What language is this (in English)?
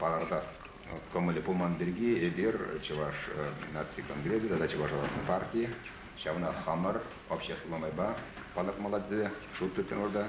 Chuvash